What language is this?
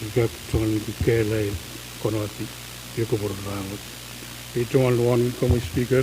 Pohnpeian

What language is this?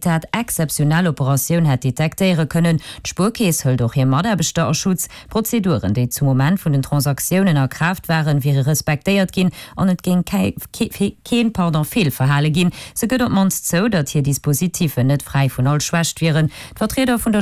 Luxembourgish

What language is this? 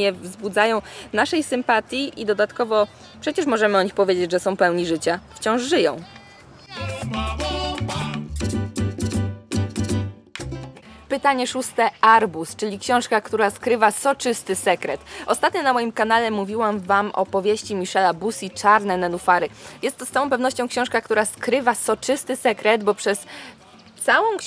Polish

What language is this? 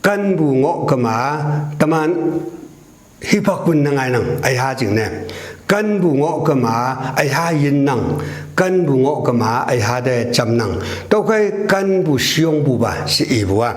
Konyak Naga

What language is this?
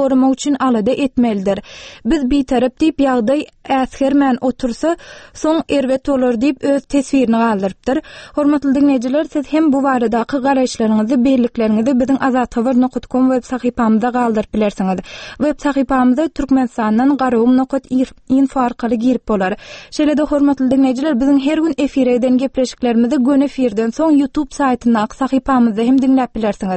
Turkmen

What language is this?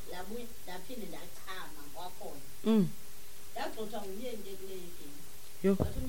Xhosa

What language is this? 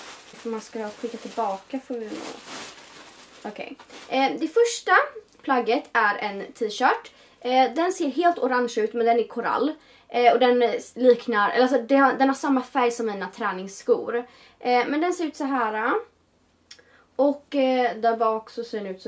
Swedish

